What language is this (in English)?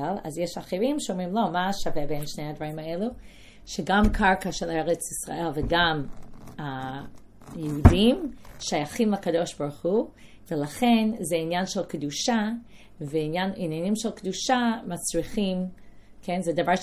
Hebrew